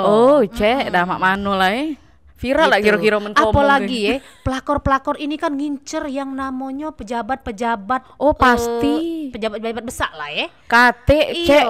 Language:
Musi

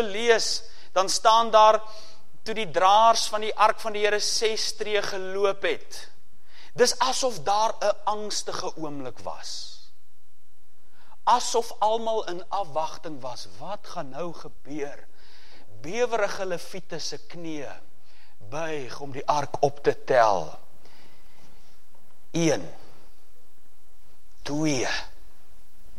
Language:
Afrikaans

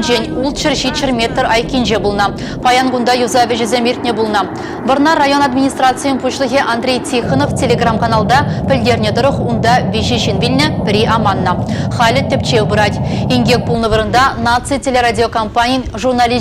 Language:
Chuvash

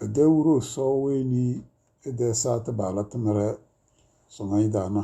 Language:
Tem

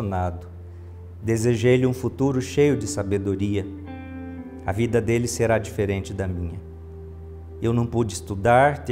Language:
Portuguese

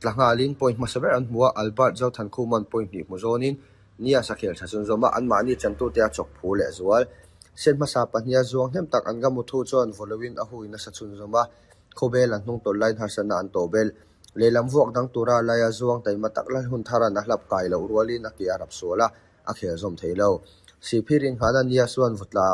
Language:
Mizo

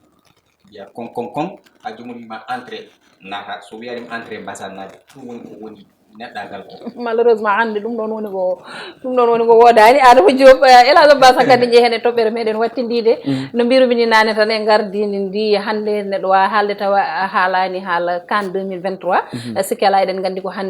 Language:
Fula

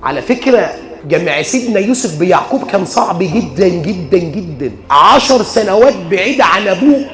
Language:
Egyptian Arabic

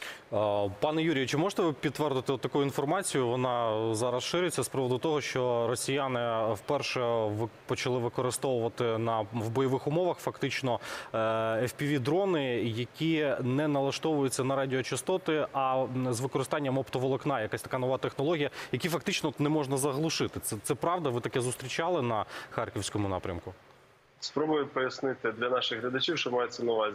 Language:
Ukrainian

